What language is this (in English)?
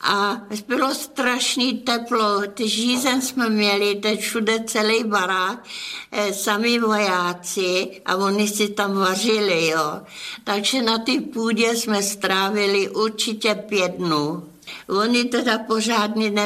Czech